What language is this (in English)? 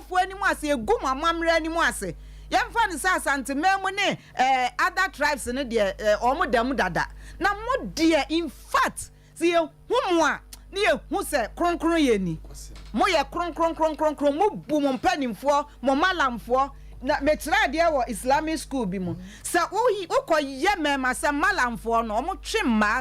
Akan